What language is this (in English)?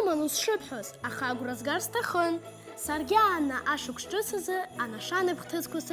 Abkhazian